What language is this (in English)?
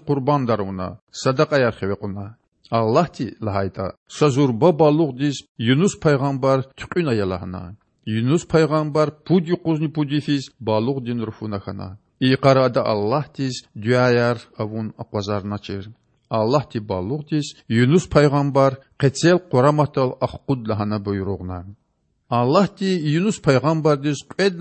Lezghian